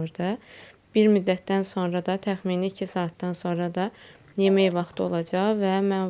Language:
Azerbaijani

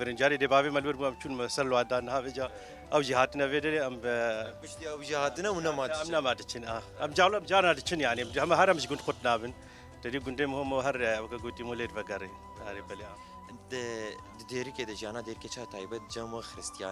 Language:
Kurdish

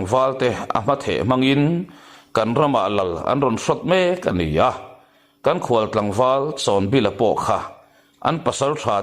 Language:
Mizo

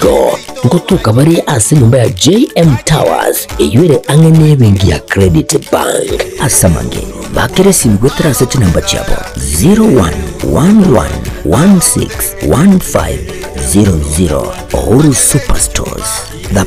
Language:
Gusii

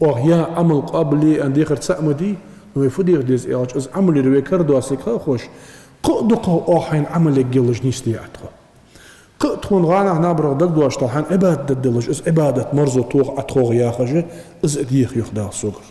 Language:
Ingush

